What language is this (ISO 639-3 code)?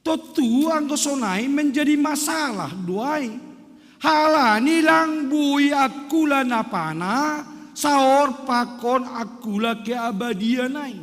bts